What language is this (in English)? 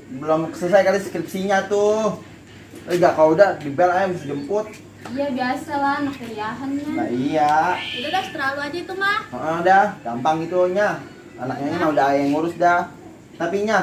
Betawi